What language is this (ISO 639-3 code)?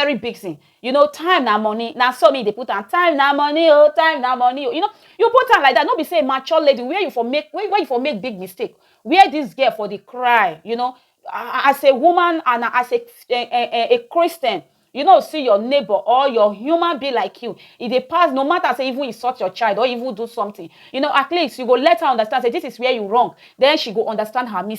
pcm